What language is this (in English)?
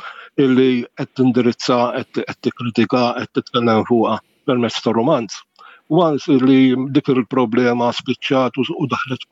Maltese